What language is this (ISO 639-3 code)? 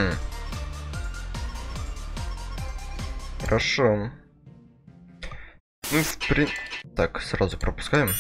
rus